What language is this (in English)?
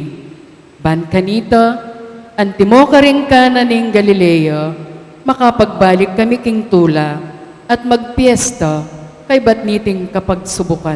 Pampanga